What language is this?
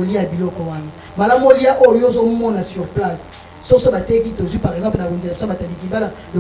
Lingala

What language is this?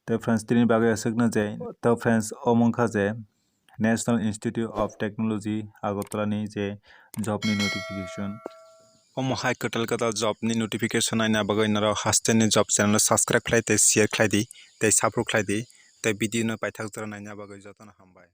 Kok Borok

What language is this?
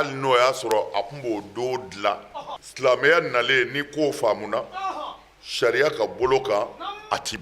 Bambara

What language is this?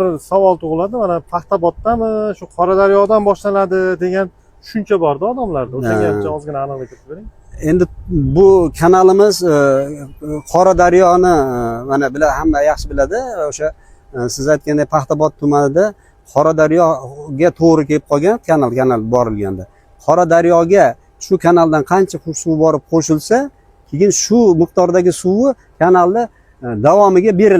Uzbek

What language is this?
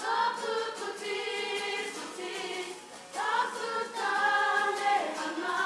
Māori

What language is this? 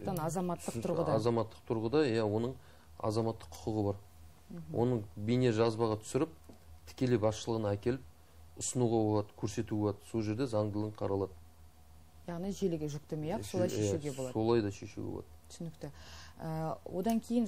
Kazakh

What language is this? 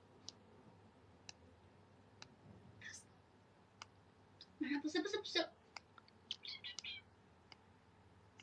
Chinese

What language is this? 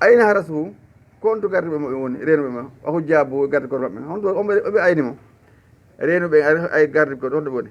Fula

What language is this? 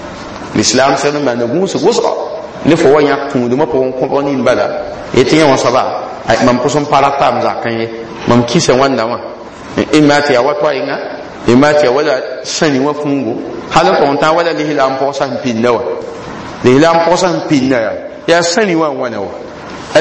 Mossi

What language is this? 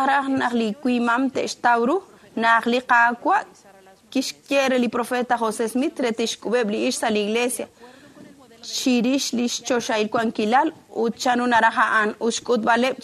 Kekchí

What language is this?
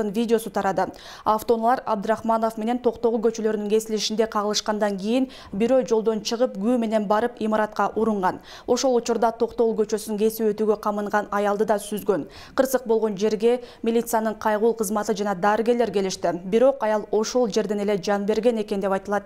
Kyrgyz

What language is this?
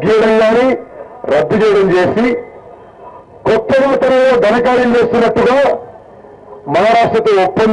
Telugu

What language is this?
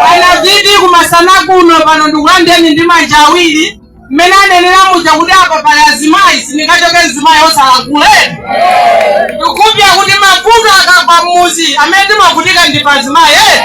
Nyanja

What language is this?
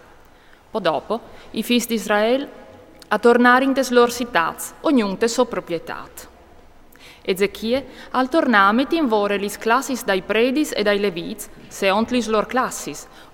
Friulian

